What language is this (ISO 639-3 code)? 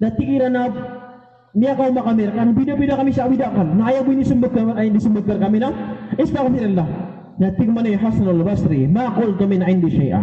mrw